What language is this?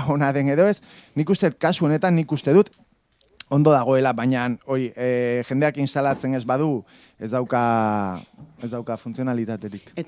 Basque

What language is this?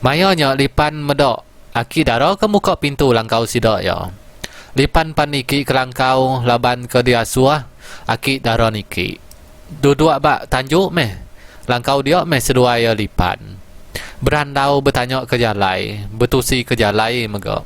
Iban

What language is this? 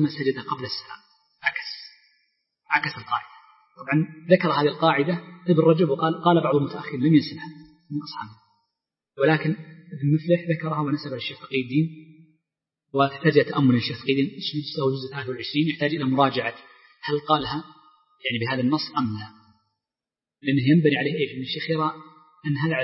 Arabic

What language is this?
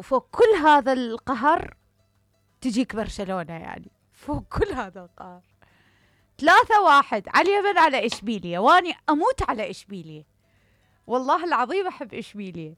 Mesopotamian Arabic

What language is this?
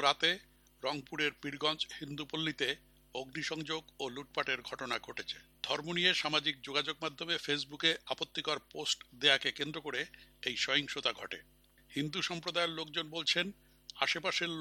Bangla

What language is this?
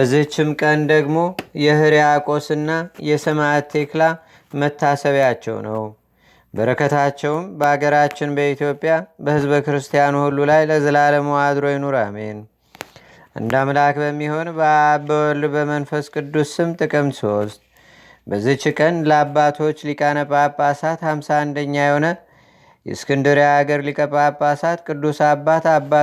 Amharic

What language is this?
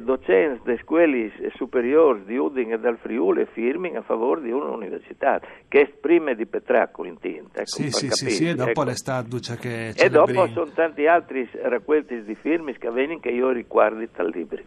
Friulian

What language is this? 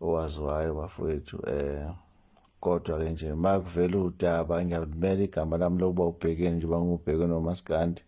Zulu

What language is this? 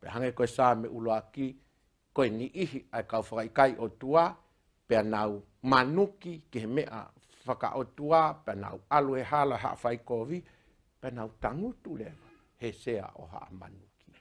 Tongan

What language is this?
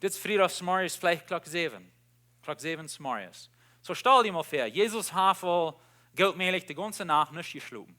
Plautdietsch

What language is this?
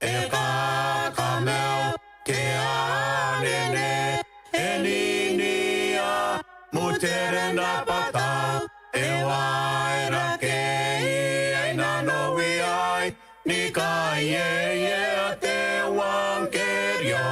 Gilbertese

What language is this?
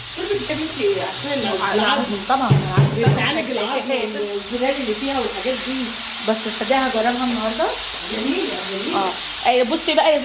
Egyptian Arabic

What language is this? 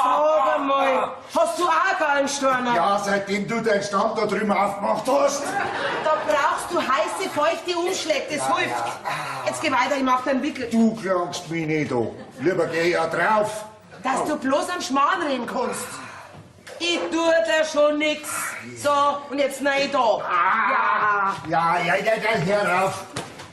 Bavarian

